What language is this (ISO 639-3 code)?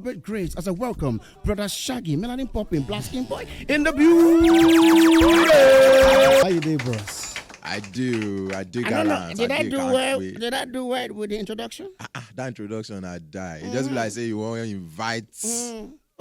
pcm